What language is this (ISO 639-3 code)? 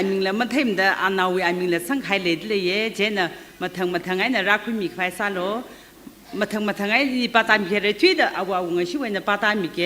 nmf